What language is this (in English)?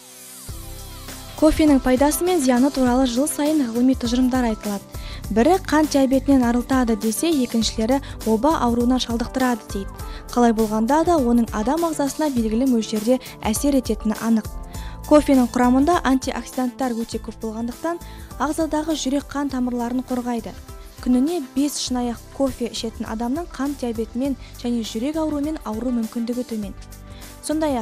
Kazakh